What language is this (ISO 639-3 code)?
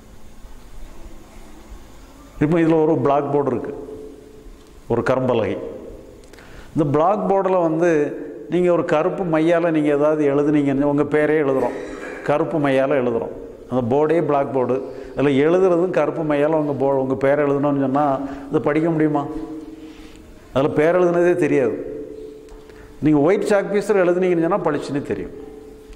tam